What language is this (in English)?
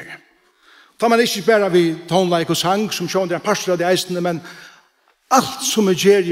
Faroese